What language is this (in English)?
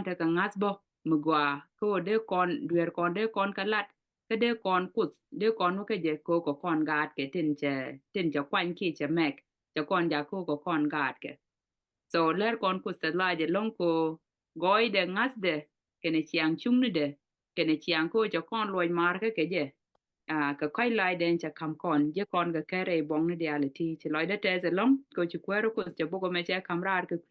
Nuer